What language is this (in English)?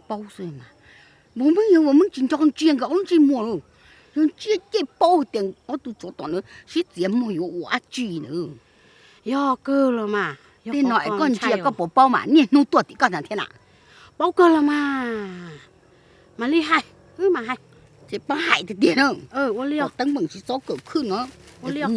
Hmong